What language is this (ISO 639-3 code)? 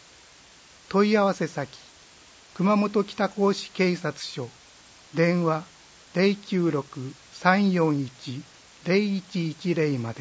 jpn